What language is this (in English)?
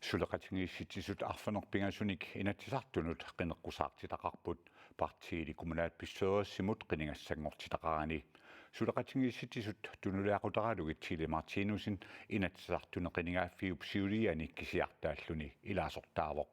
Kalaallisut